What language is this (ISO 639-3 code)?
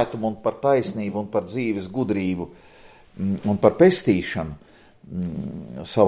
lav